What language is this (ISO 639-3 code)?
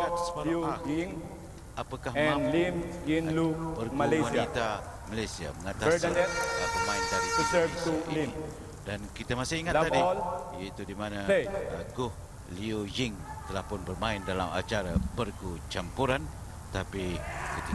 msa